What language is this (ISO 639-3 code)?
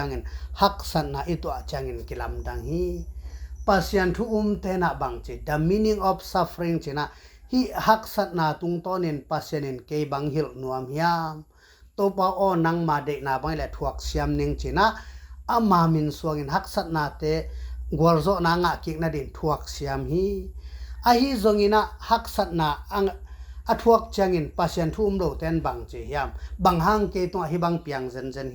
ctd